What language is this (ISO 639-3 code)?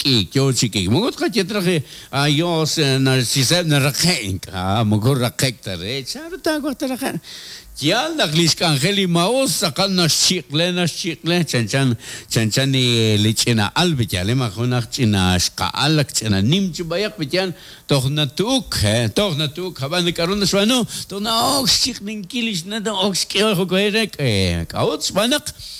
kek